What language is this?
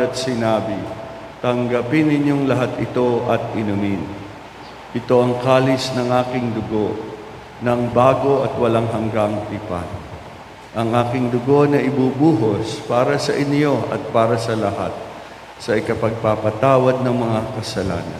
Filipino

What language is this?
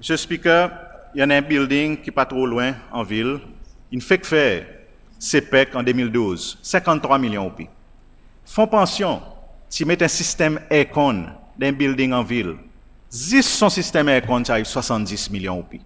Seselwa Creole French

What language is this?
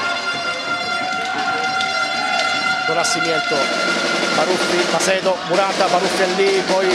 Italian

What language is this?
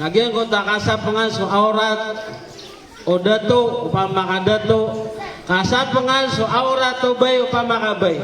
Maranao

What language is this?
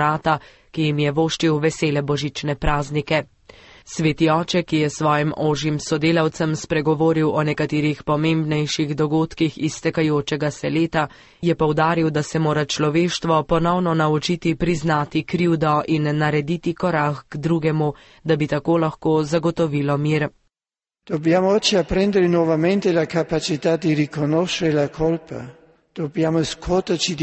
Slovenian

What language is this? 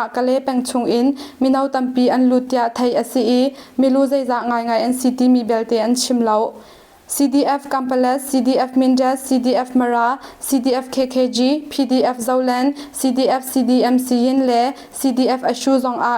Hakha Chin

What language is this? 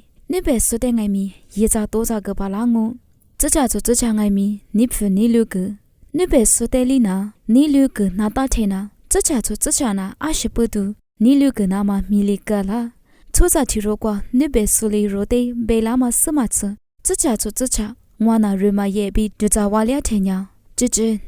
Lisu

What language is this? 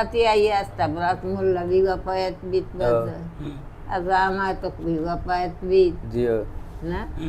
Baluchi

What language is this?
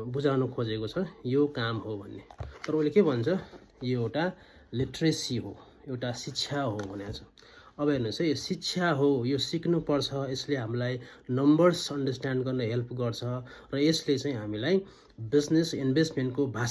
Nepali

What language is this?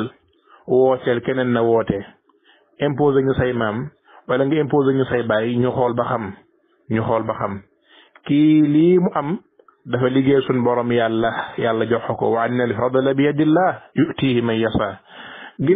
Wolof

